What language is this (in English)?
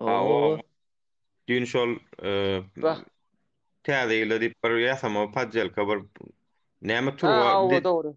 Turkmen